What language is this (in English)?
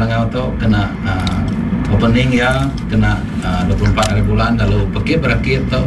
Iban